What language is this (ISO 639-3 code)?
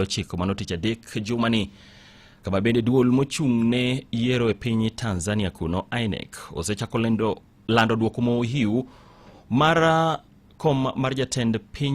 luo